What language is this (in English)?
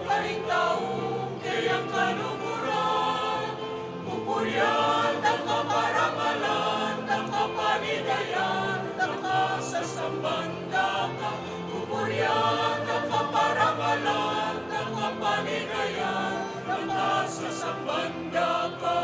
Pampanga